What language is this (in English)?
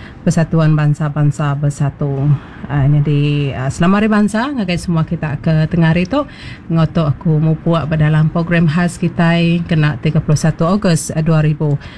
Iban